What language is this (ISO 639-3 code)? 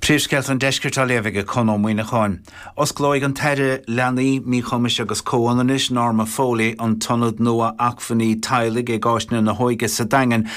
gle